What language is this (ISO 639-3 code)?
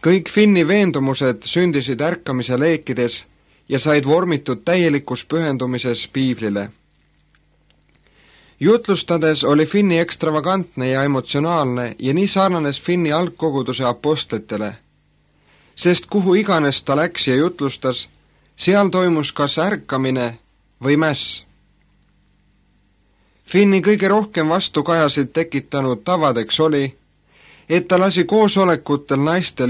est